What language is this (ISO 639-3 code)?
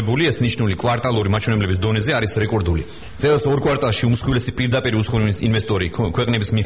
kat